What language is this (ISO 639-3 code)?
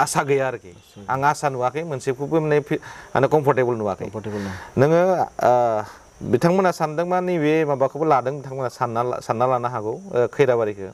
brx